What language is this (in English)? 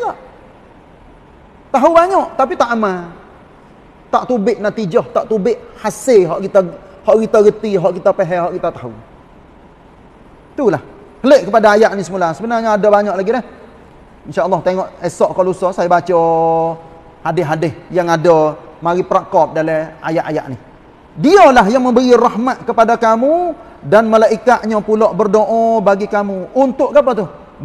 Malay